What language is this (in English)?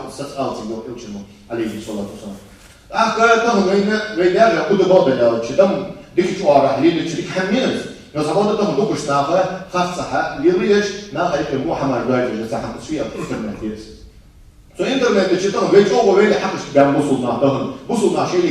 Ingush